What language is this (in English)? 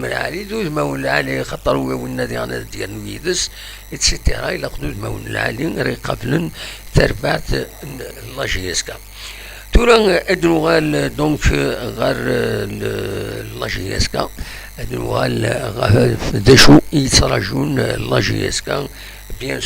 Kabyle